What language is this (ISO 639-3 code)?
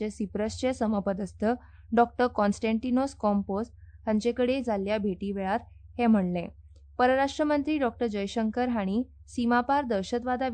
kok